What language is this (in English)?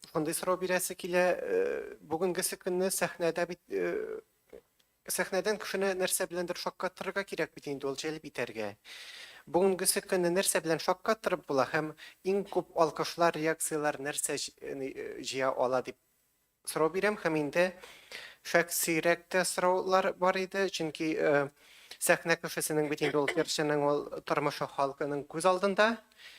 Tatar